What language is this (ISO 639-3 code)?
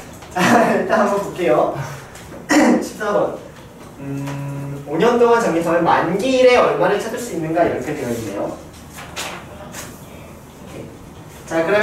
kor